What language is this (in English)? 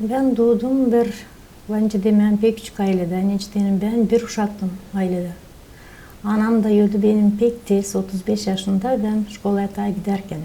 Gagauz